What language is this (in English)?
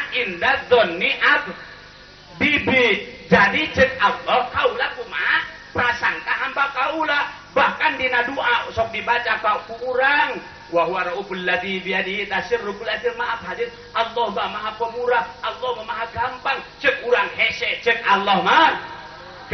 Sundanese